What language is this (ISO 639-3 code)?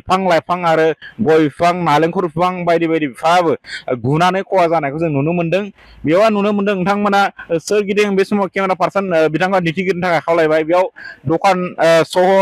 brx